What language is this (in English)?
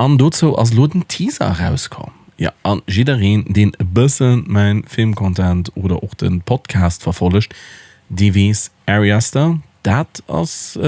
Luxembourgish